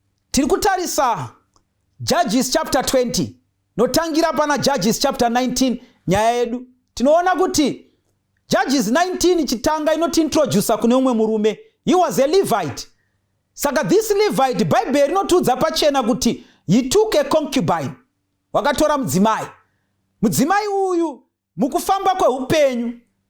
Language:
Shona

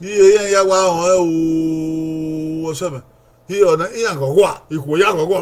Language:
Bini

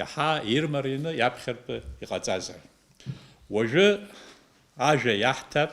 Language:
Abkhazian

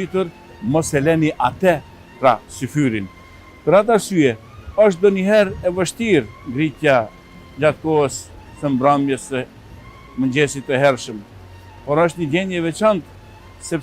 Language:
Albanian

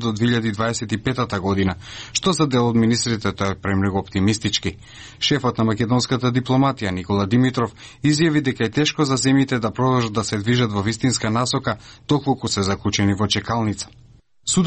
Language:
Macedonian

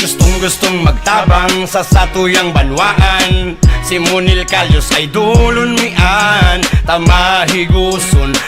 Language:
Bikol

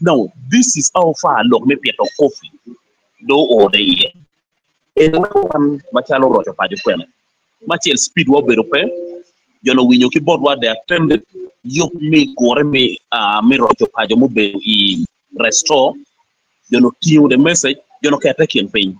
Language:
Acoli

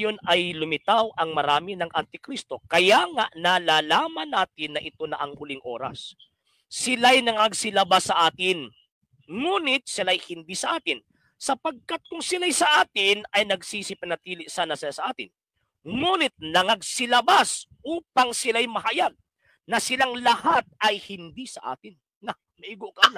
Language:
Cebuano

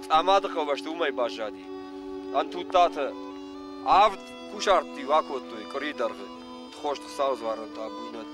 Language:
Ossetic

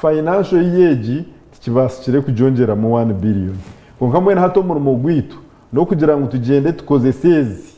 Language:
Nyankole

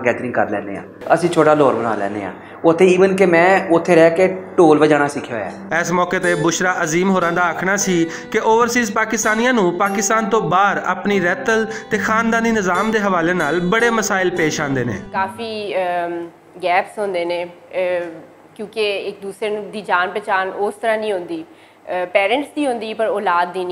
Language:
Western Panjabi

